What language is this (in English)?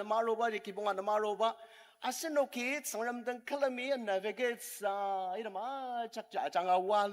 Ao Naga